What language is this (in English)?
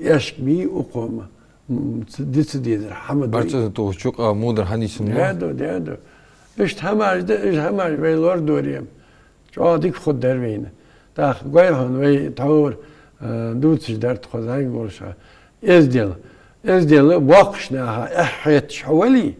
Ingush